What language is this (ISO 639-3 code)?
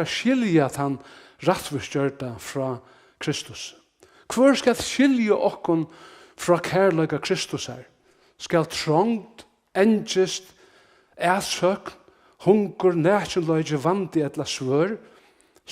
fao